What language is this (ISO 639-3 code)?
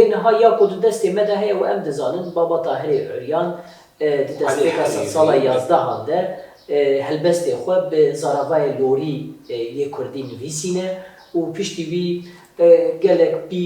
kur